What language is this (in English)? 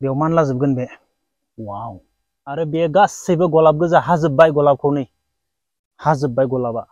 Bodo